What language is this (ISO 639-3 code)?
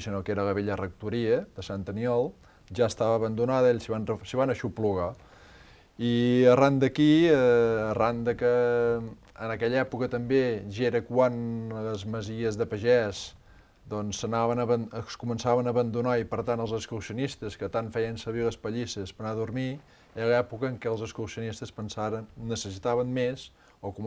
cat